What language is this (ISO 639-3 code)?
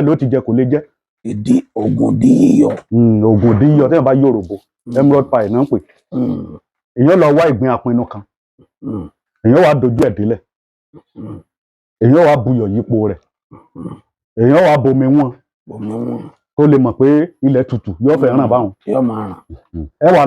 yor